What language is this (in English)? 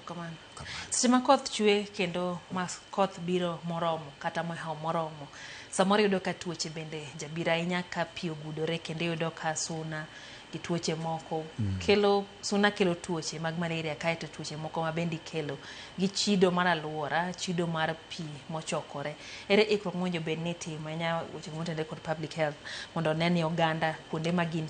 Luo (Kenya and Tanzania)